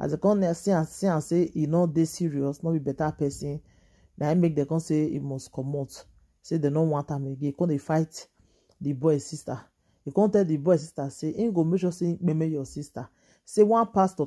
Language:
Nigerian Pidgin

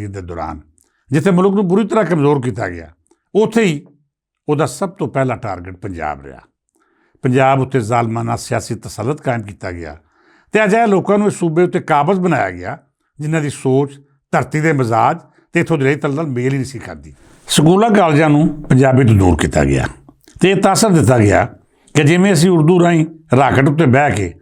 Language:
Western Panjabi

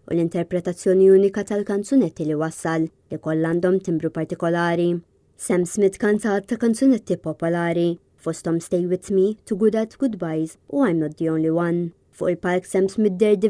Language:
Maltese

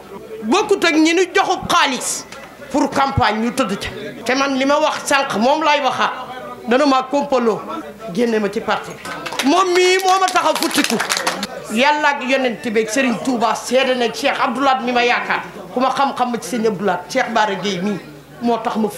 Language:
Wolof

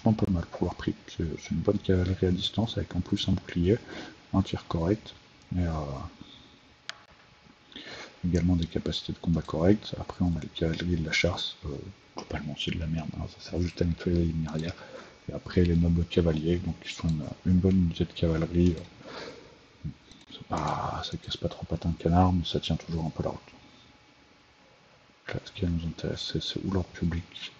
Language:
French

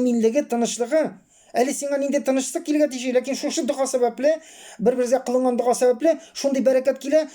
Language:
Tatar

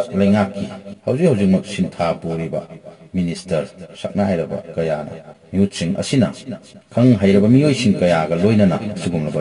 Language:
Manipuri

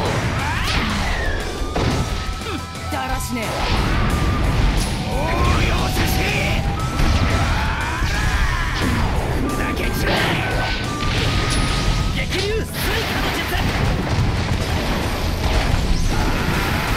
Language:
Japanese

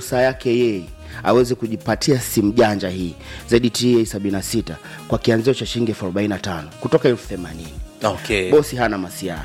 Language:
Swahili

